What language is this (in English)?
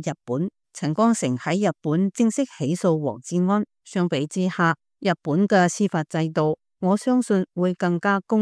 Cantonese